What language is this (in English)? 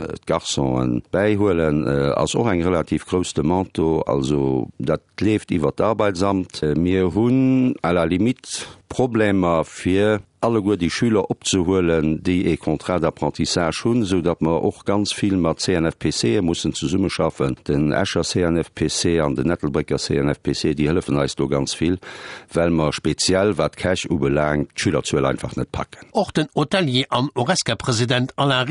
Luxembourgish